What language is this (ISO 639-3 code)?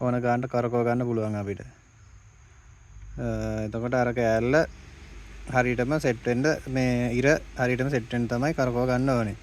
sin